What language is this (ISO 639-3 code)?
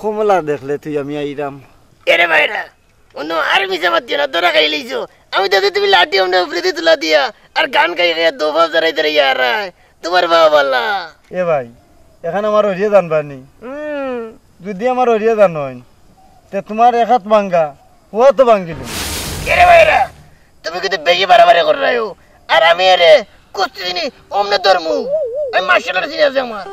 syl